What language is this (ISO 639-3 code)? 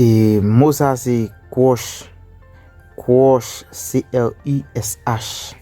hat